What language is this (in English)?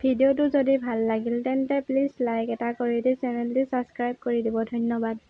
Assamese